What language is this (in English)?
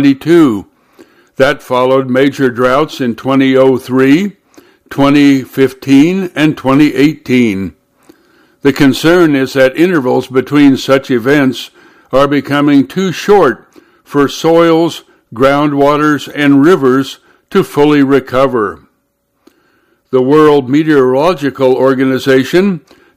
English